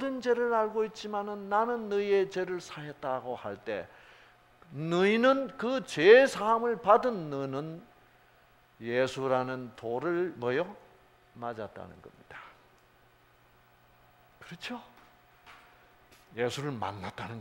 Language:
Korean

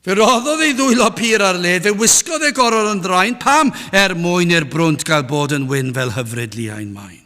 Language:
Welsh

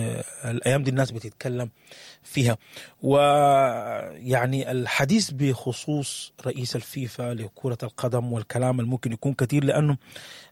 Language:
Sudanese Arabic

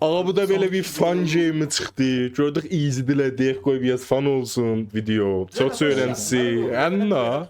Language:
South Azerbaijani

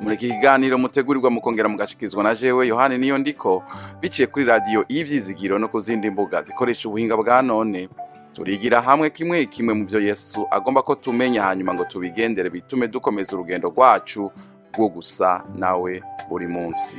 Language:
Rundi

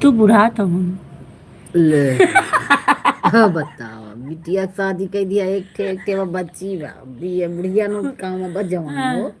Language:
Awadhi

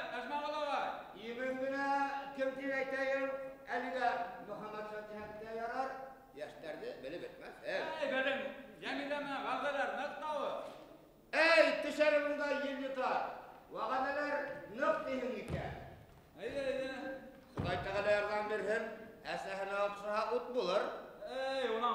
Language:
Bashkir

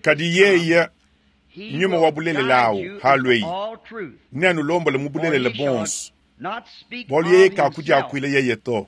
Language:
Luba-Lulua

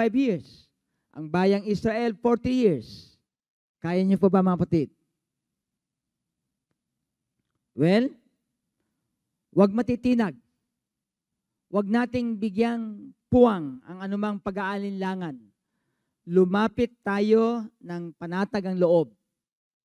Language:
Filipino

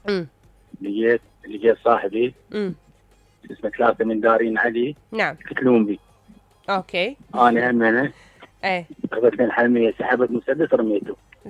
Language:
Mesopotamian Arabic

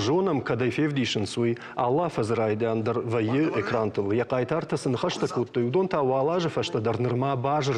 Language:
Ossetic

